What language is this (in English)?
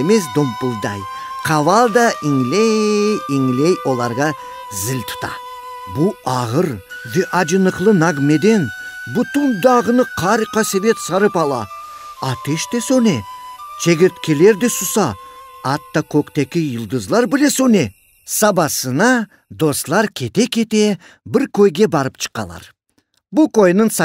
Crimean Tatar